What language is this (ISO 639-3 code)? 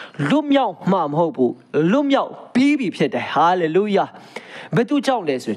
mya